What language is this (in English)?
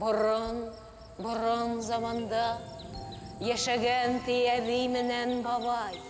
Bashkir